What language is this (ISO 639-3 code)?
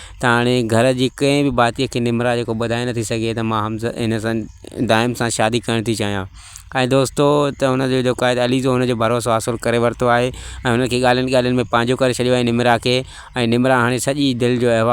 snd